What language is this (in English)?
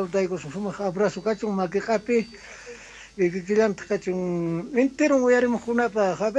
South Bolivian Quechua